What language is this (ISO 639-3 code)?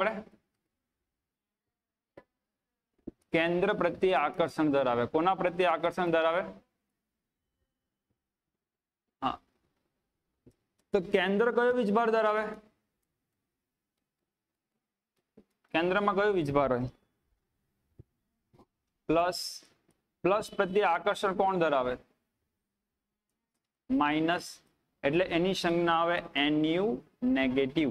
guj